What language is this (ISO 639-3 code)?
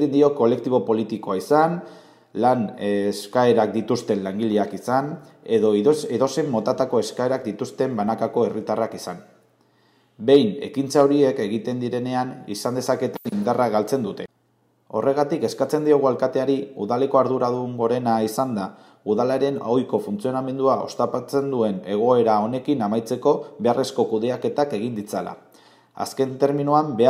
eus